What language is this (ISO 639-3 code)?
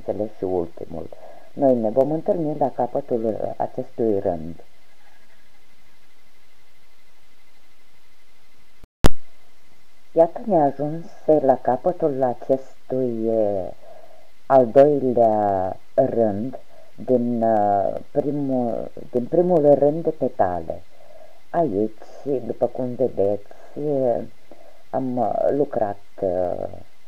ron